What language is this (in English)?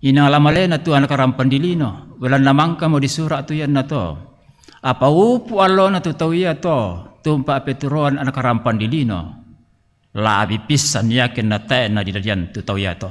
Toraja-Sa'dan